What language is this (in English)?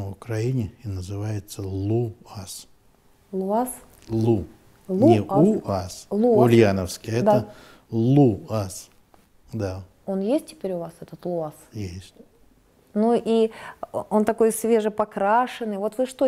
Russian